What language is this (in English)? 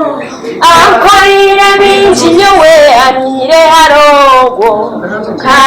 Nyankole